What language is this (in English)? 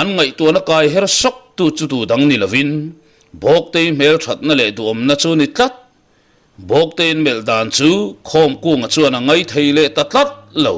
Mizo